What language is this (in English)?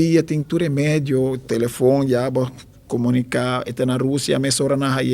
Papiamento